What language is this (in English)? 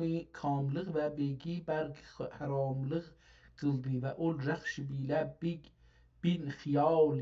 South Azerbaijani